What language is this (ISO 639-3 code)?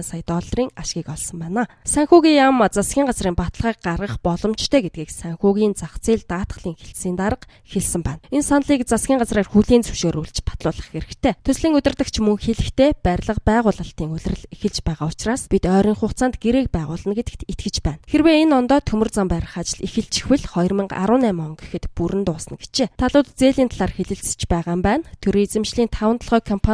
mon